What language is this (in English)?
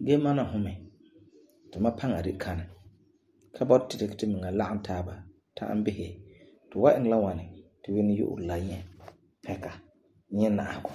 Frafra